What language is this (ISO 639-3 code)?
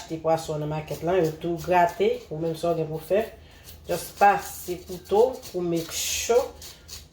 hat